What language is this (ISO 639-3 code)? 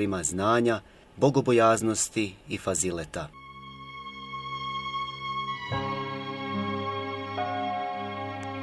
bos